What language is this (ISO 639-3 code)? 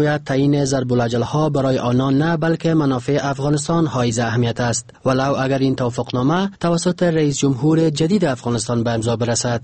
fas